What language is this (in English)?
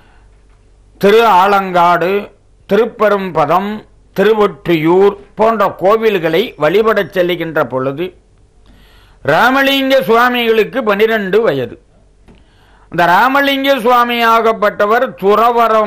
Tamil